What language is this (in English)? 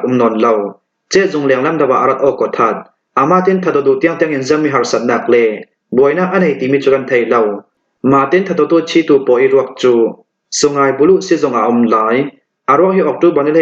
Falam Chin